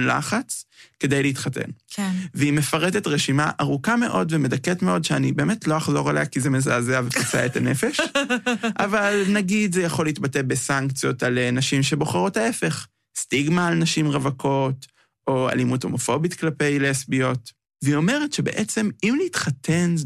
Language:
Hebrew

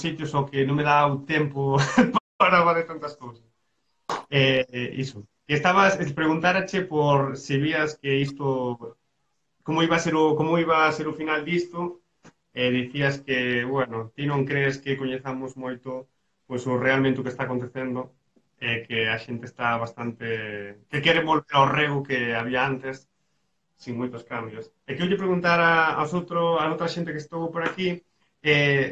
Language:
Galician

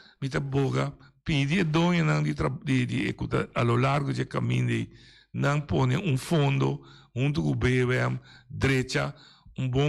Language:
Papiamento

